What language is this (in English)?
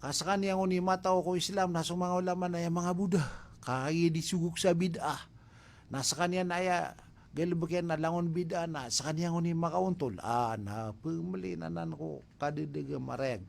Maranao